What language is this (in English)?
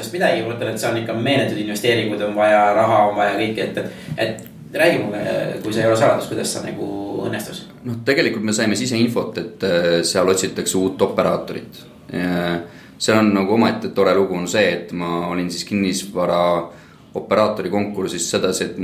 Estonian